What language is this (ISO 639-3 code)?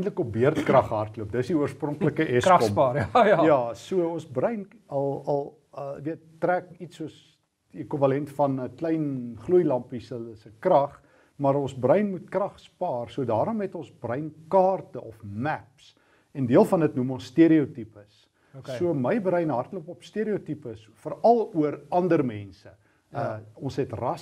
afr